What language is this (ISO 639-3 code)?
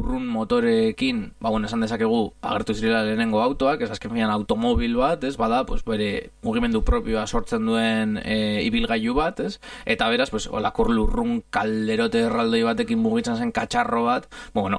eus